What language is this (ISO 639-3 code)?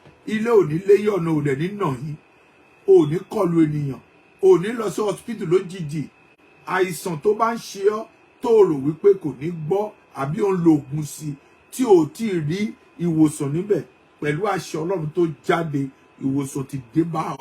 yor